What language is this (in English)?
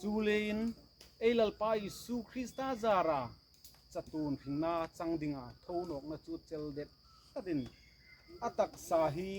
Hmar